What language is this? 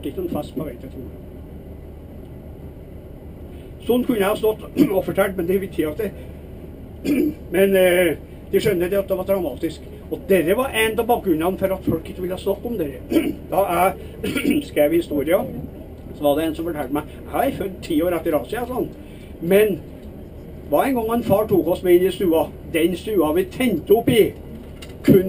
Norwegian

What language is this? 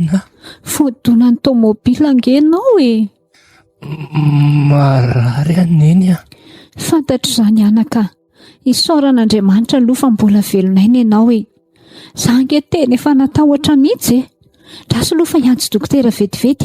Malagasy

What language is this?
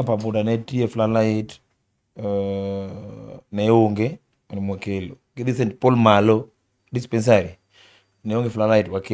Luo (Kenya and Tanzania)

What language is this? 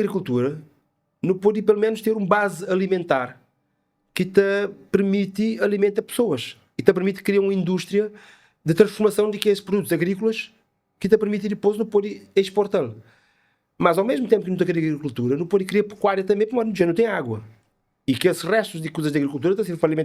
Kabuverdianu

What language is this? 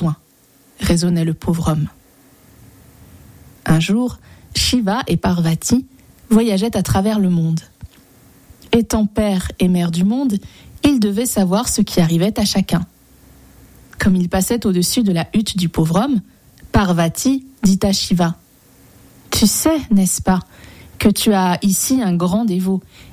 French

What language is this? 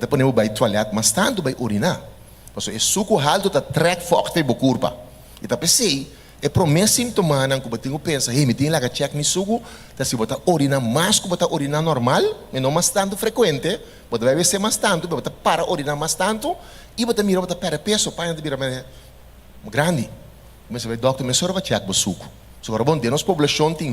Papiamento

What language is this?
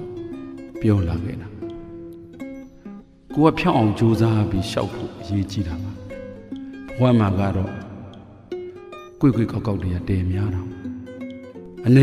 Burmese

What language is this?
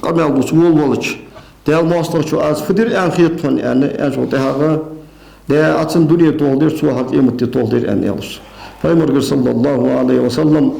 Ingush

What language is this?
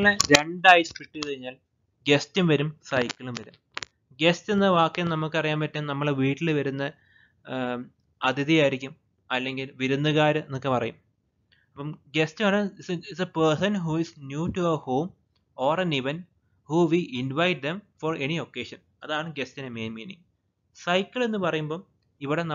Malayalam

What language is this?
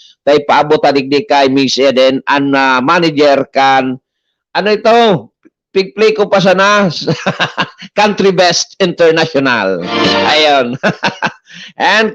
Bikol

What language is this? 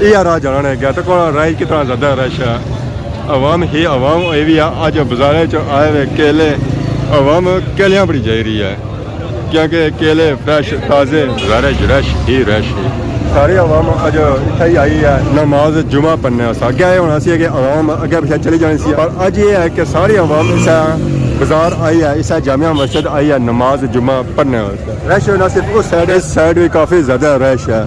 Pahari-Potwari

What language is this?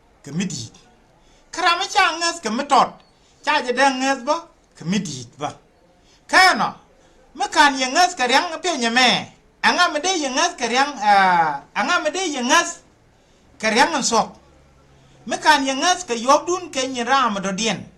Nuer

